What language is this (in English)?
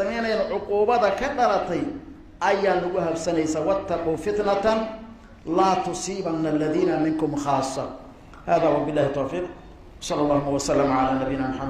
Somali